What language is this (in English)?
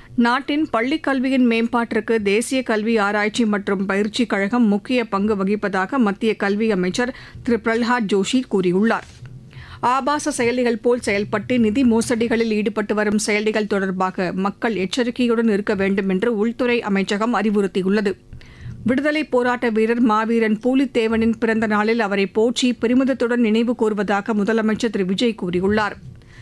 Tamil